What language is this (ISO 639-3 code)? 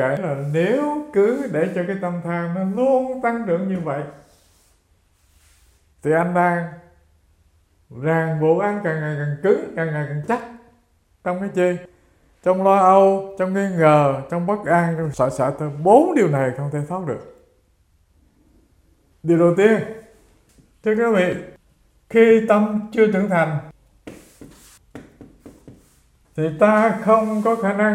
vie